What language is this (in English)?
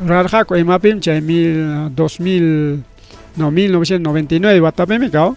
Ayacucho Quechua